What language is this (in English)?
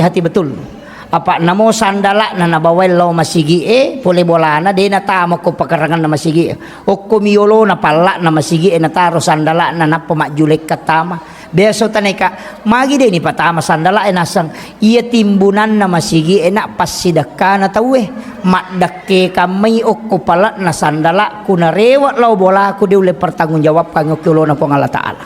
Buginese